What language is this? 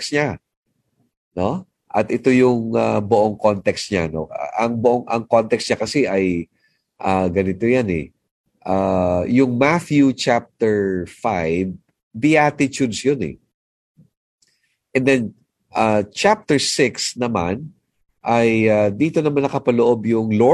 Filipino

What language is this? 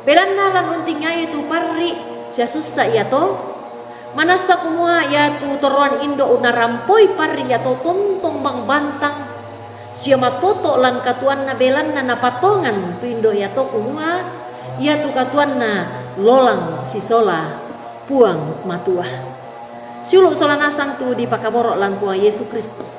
Toraja-Sa'dan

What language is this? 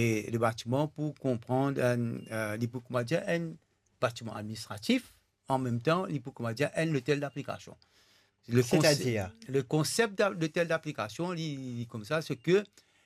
Morisyen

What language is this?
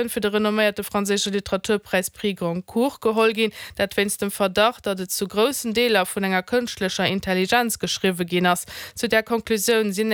Luxembourgish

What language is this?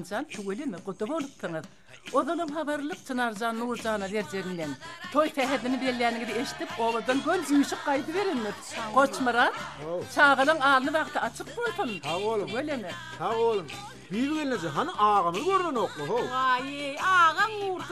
Turkmen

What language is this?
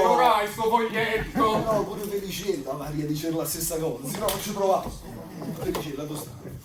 Neapolitan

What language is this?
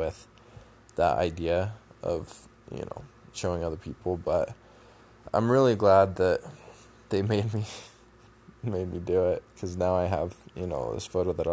English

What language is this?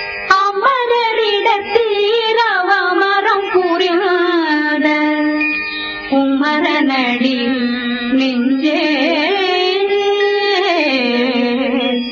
Tamil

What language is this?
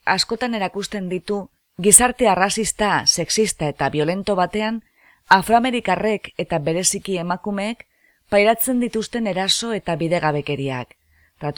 Basque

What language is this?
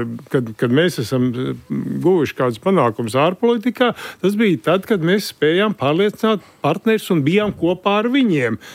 Latvian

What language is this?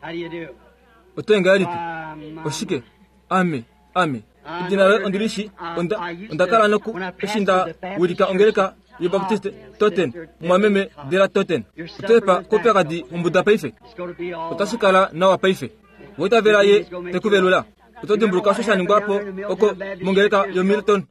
Kuanyama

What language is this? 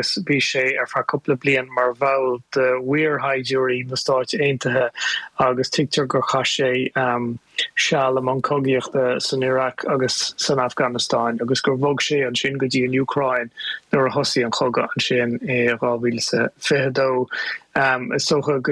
Irish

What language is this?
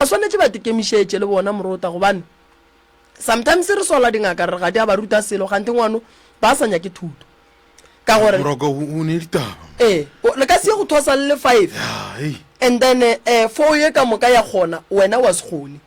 Northern Sotho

